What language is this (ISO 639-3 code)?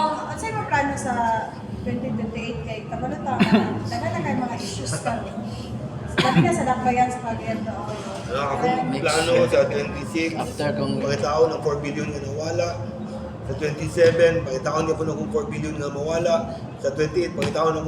ceb